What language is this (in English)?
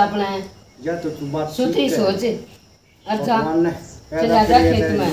Haryanvi